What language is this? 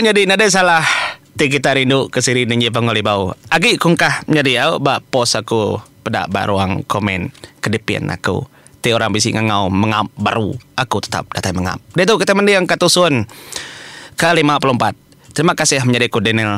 Iban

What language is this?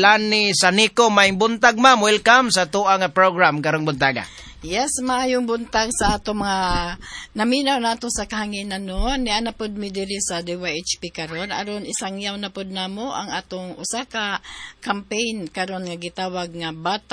Cebuano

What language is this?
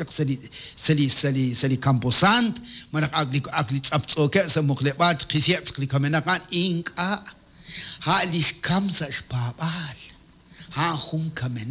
Kekchí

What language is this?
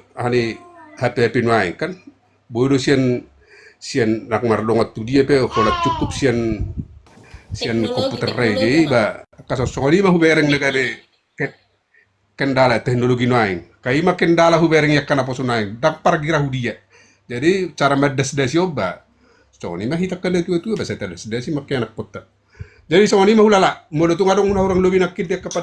Batak Toba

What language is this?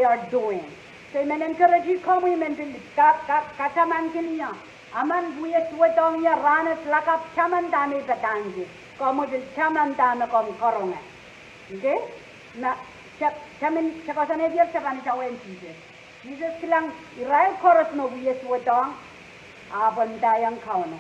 Pohnpeian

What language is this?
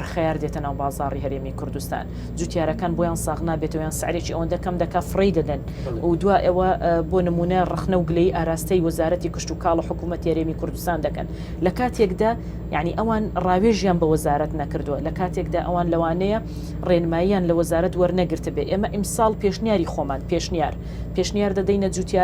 Central Kurdish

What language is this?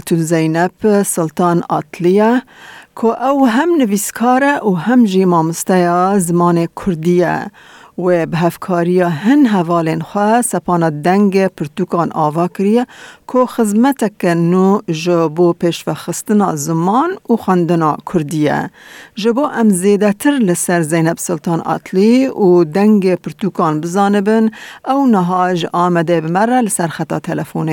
Kurdish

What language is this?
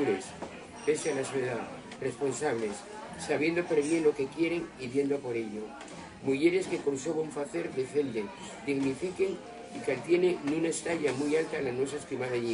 Asturian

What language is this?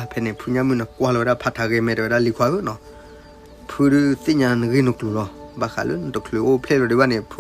S'gaw Karen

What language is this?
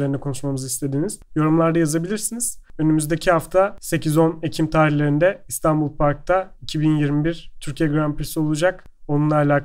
Turkish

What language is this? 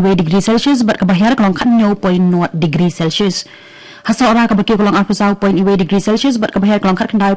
Khasi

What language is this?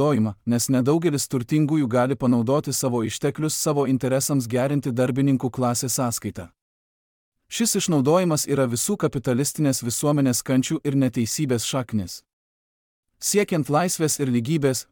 Lithuanian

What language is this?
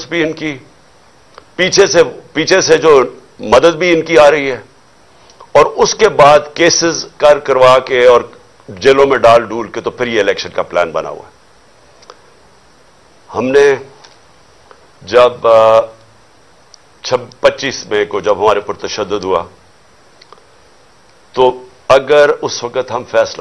Urdu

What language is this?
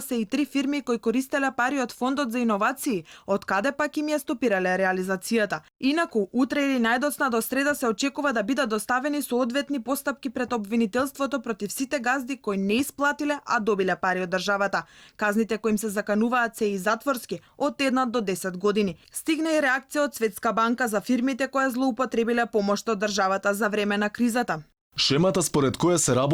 Macedonian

